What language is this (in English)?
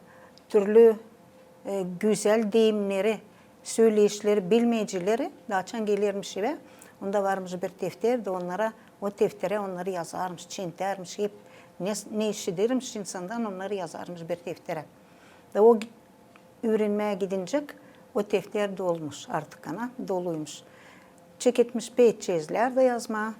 Gagauz